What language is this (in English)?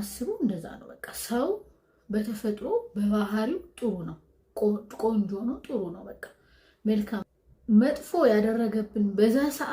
Amharic